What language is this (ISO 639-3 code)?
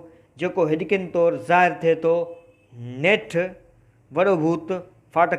snd